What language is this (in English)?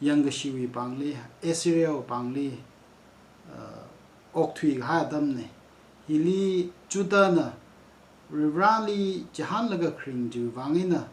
Tangkhul Naga (India)